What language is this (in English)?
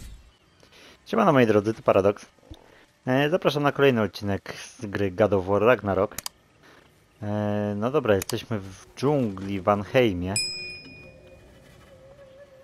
Polish